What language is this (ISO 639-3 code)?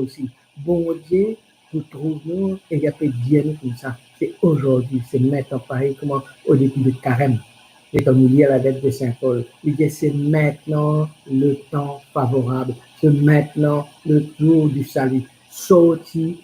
mfe